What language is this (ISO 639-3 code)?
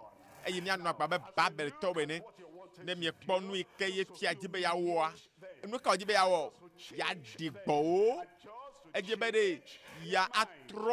ewe